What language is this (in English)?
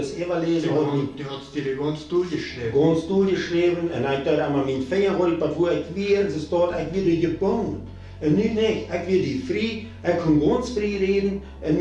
Plautdietsch